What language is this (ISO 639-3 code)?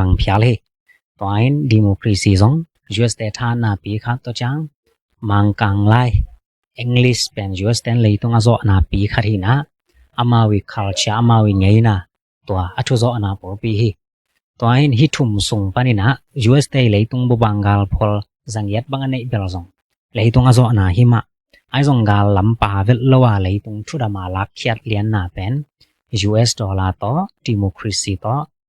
ctd